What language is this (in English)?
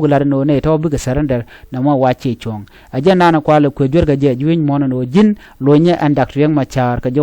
Nuer